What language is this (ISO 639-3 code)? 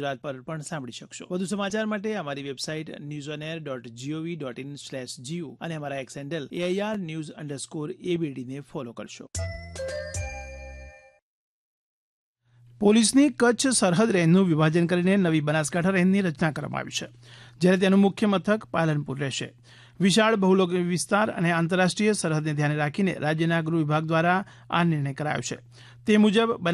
guj